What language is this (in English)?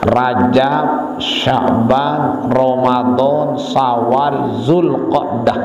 Sasak